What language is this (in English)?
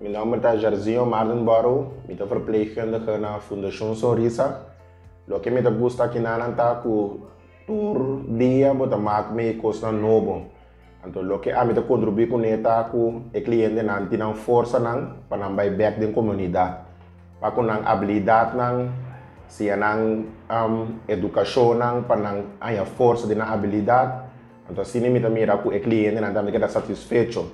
Papiamento